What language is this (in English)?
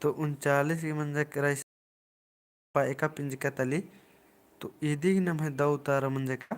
Kurukh